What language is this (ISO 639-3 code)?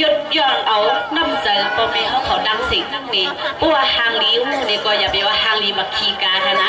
shn